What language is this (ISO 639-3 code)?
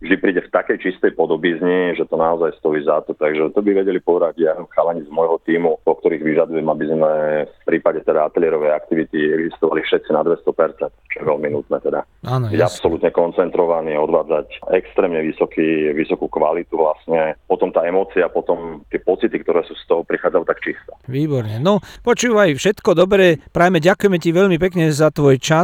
slk